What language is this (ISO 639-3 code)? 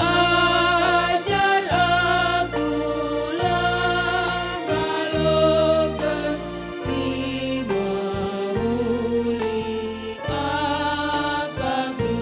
btx